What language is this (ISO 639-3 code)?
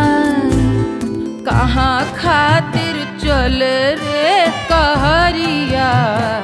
bho